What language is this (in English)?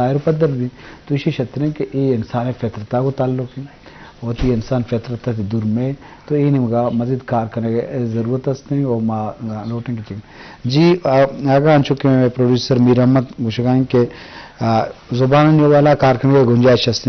Baluchi